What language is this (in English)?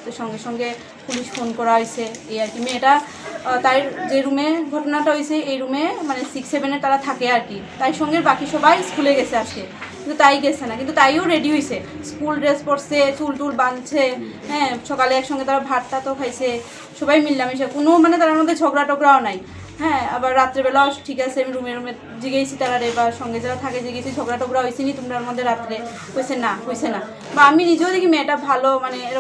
Riang (India)